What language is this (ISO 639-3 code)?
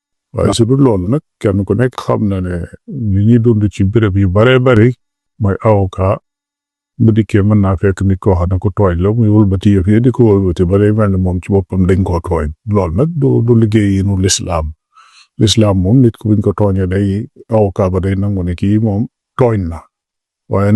wol